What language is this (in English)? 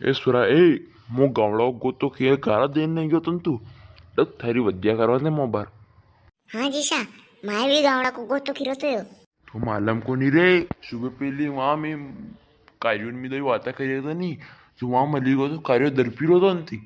Rajasthani